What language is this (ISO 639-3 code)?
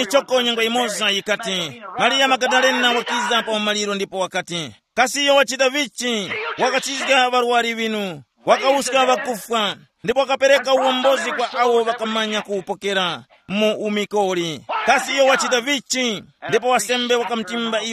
tum